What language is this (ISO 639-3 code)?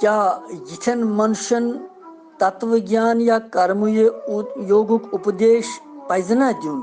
kas